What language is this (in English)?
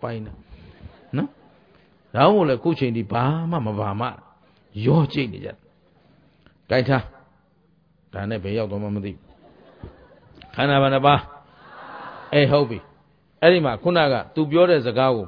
Burmese